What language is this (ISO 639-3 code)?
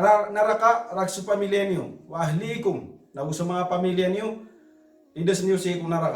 mrw